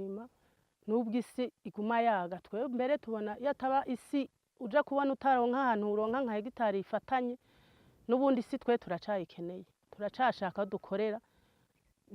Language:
Rundi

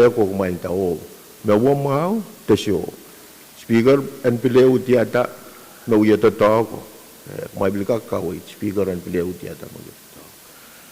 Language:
Pohnpeian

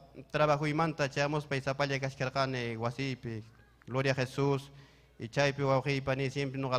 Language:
Ayacucho Quechua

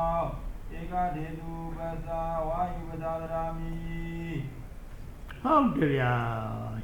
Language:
Burmese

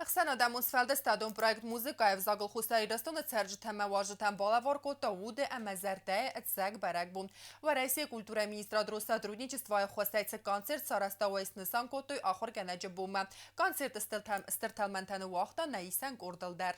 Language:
Ossetic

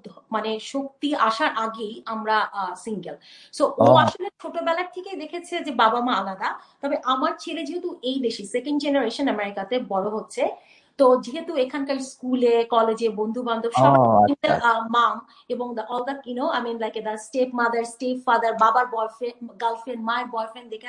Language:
Bangla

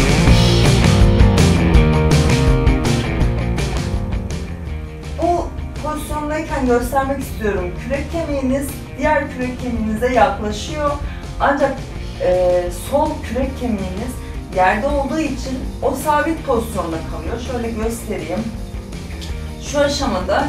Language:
Turkish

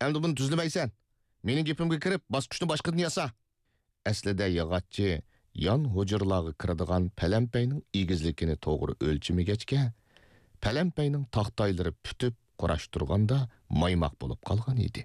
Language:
Uyghur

